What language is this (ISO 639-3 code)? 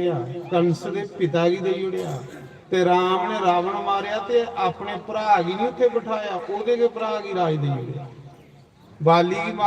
doi